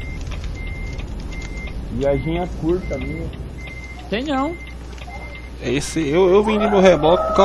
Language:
Portuguese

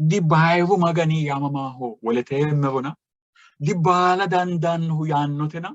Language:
Sidamo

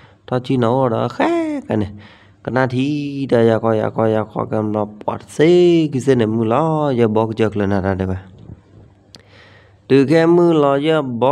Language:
S'gaw Karen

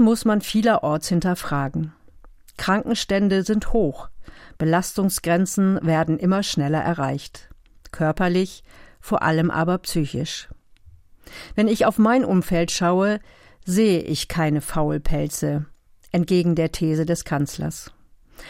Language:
German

